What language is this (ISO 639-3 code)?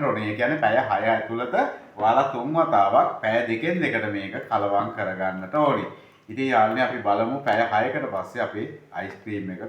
sin